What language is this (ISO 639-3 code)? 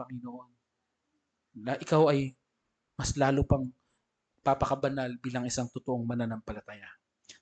fil